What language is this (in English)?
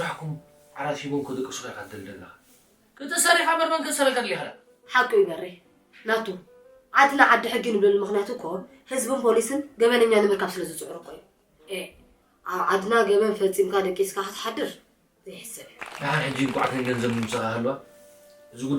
Tigrinya